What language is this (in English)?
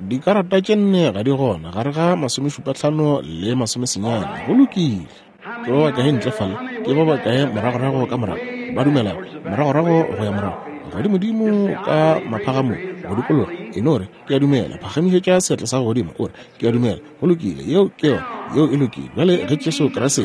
Northern Sotho